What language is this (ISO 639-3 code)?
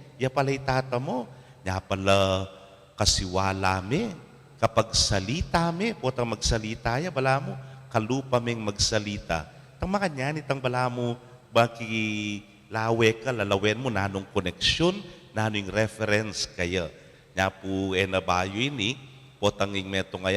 pam